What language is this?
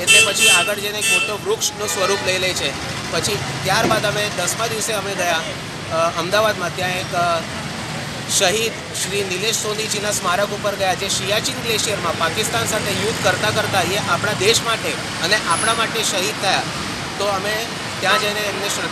Gujarati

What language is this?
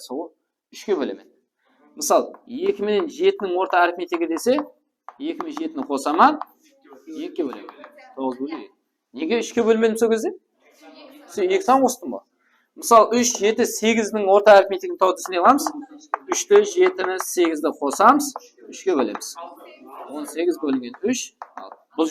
Kara-Kalpak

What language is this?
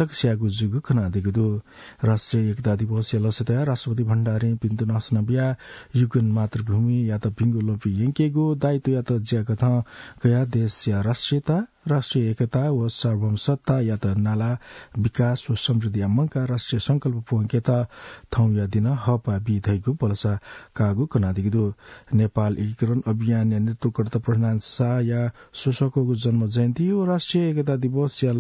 Newari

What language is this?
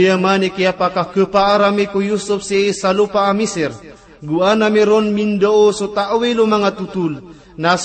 Maranao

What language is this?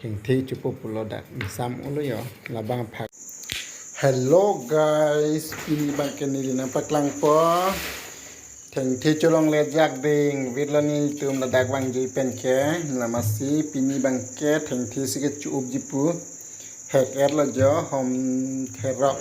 Karbi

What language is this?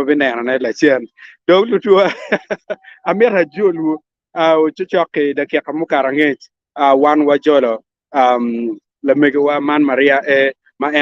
Acoli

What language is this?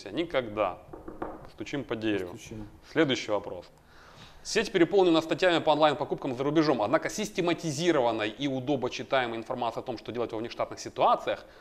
Russian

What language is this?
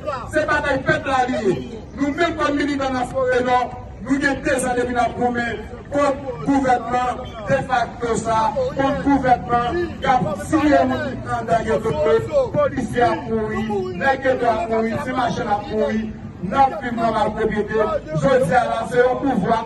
Haitian Creole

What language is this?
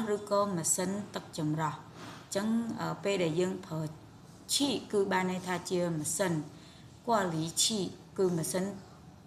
Khmer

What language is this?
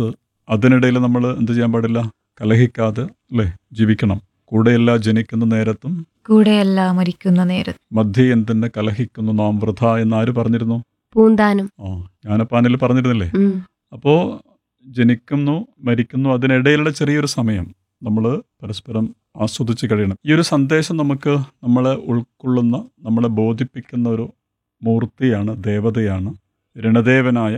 Malayalam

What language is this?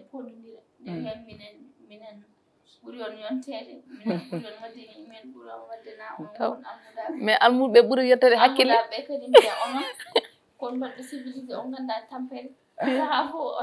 Fula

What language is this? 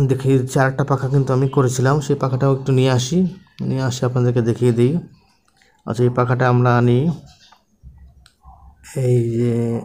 Bangla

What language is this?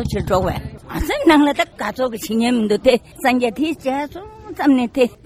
Tibetan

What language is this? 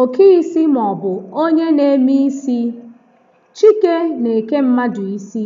Igbo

